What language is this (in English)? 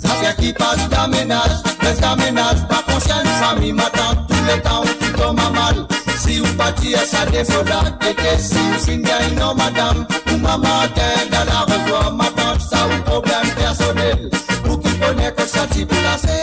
Morisyen